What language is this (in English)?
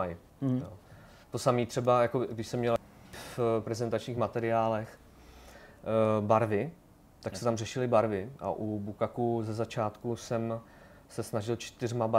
Czech